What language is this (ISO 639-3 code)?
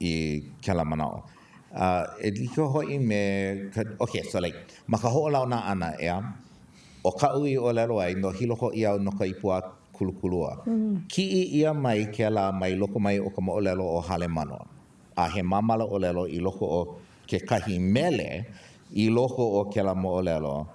haw